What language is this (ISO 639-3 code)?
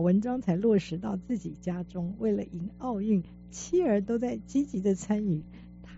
zho